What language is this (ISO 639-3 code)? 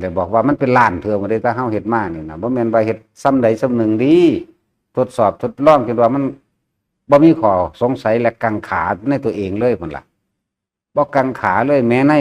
tts